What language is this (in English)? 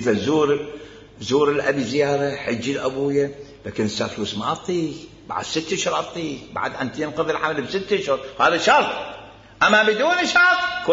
Mesopotamian Arabic